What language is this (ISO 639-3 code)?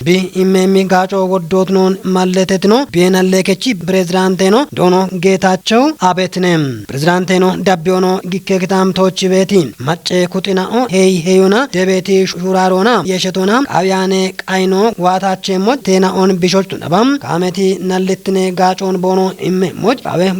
kbr